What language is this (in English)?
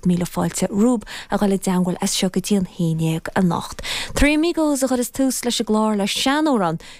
Irish